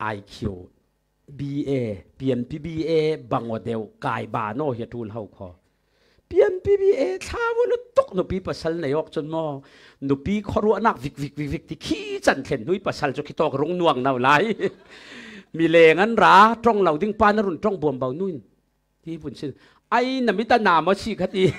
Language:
Falam Chin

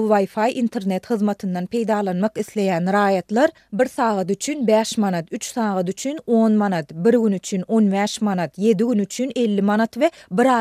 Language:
Turkmen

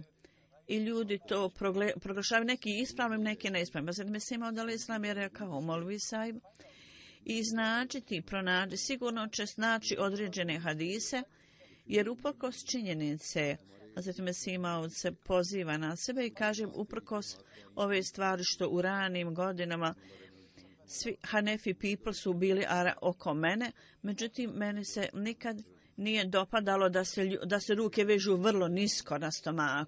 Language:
Bosnian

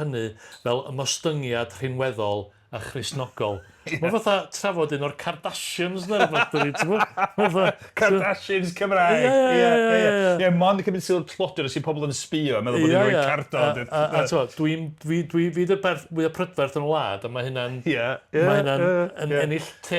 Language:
Welsh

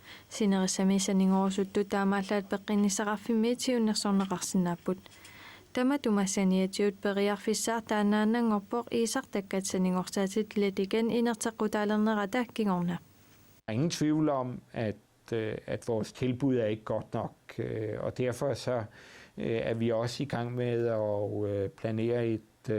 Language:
Kalaallisut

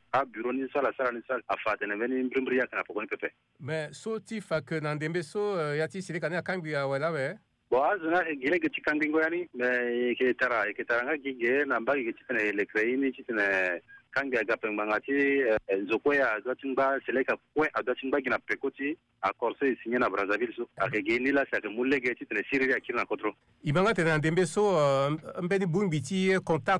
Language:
Sango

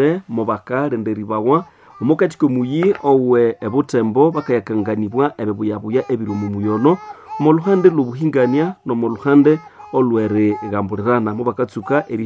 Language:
Nande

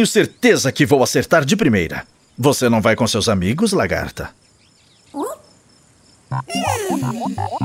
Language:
Portuguese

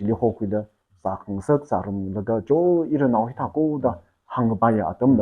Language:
Tangkhul Naga (India)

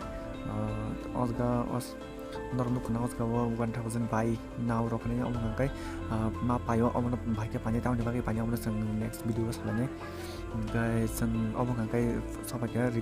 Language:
Kok Borok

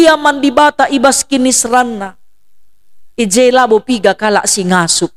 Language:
Batak Karo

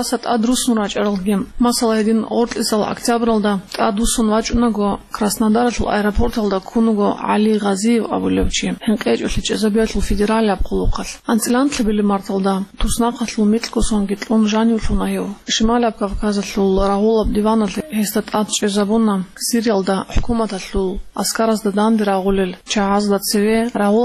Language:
Avaric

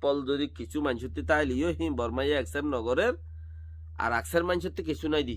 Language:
Rohingya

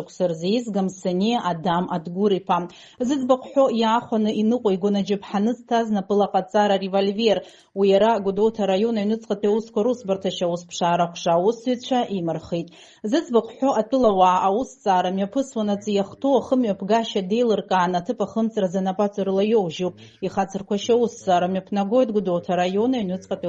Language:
Abkhazian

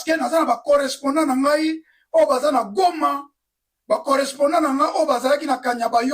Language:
Lingala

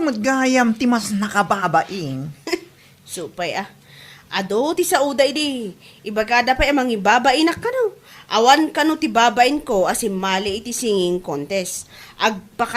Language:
Iloko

